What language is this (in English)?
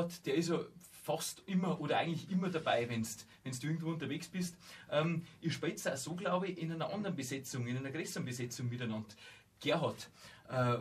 Bavarian